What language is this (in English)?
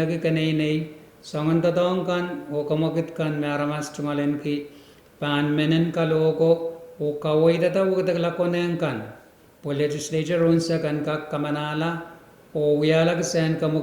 Pohnpeian